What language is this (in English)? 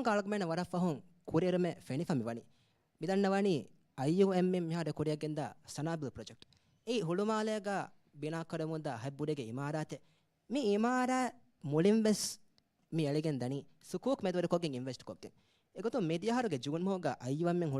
Divehi